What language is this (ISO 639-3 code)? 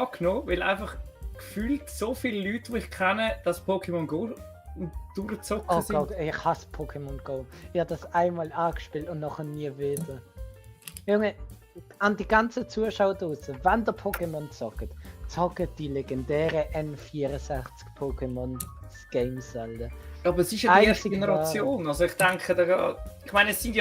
gsw